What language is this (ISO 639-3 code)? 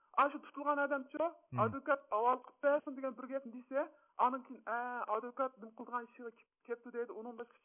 uig